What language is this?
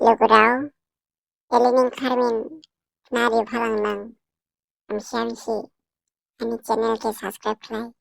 Dimasa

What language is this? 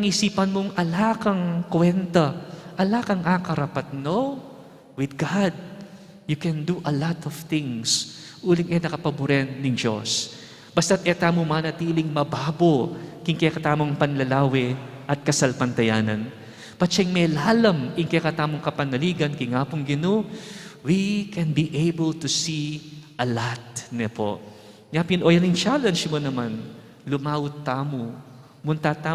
Pampanga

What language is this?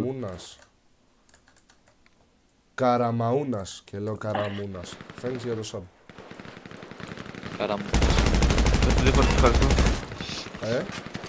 Greek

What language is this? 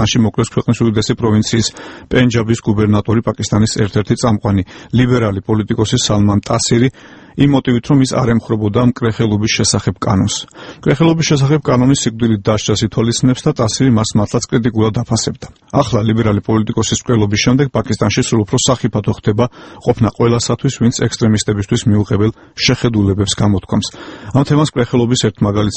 Georgian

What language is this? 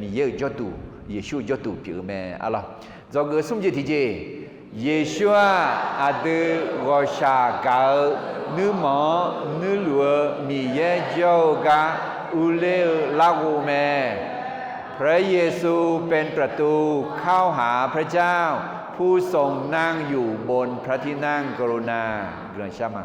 Akha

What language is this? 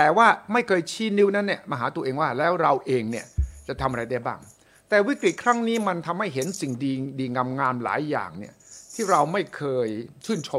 Thai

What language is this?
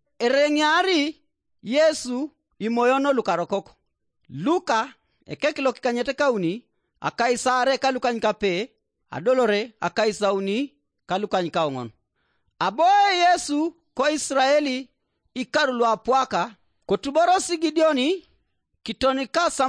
Teso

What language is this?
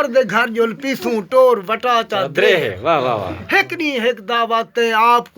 Saraiki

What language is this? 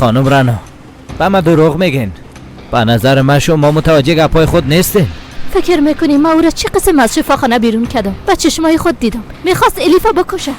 Persian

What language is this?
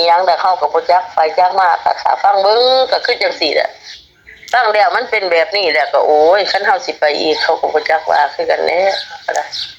Lao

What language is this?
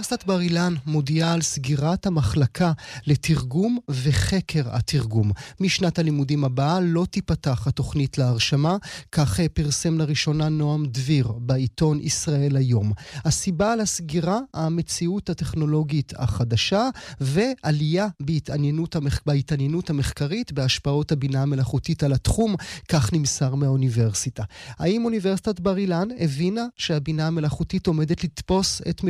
Hebrew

